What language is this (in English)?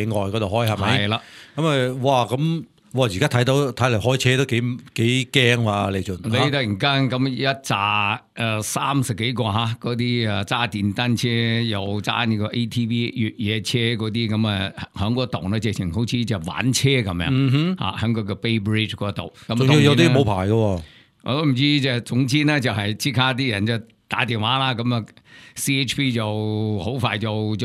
Cantonese